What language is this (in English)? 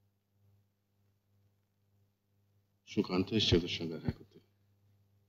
Bangla